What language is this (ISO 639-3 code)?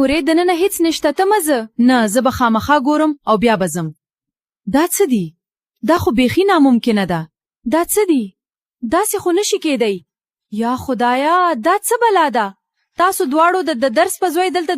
pus